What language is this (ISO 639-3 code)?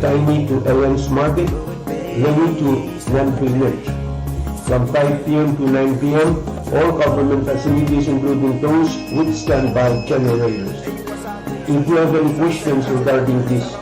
pon